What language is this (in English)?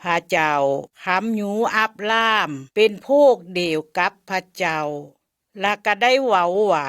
Lao